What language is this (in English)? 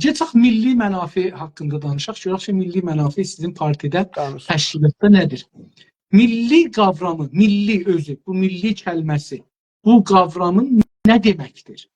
South Azerbaijani